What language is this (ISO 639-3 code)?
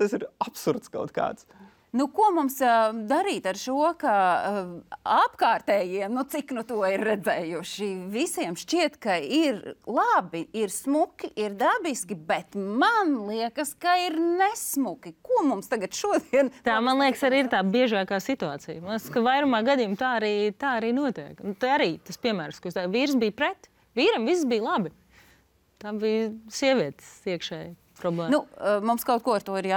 lav